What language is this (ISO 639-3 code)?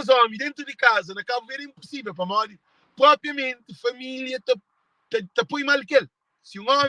kea